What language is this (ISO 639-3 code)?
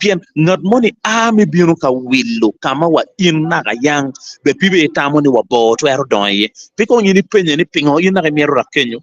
ach